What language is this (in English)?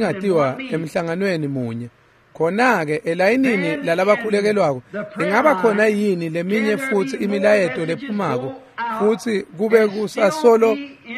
Swati